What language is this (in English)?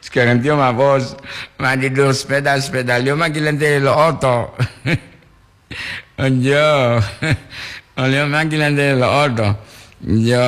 Gorontalo